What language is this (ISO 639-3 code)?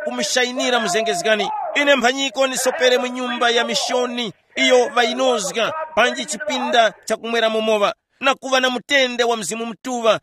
tum